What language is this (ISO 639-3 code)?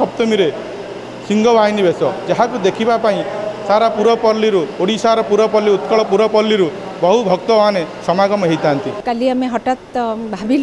ori